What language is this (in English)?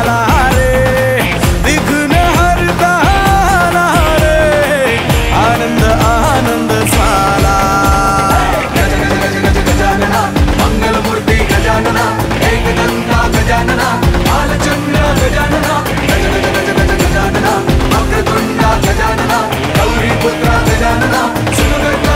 Marathi